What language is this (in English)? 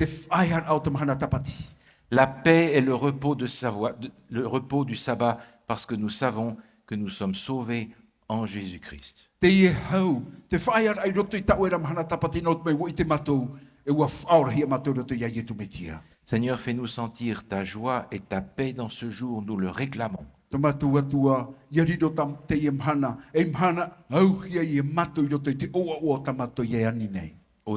Tahitian